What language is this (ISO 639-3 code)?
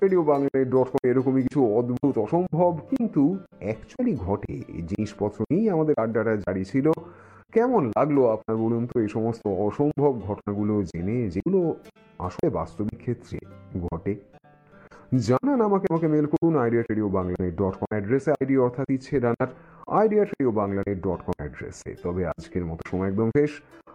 ben